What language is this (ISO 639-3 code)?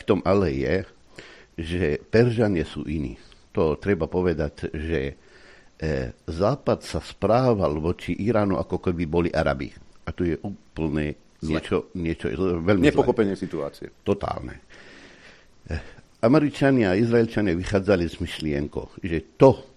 slk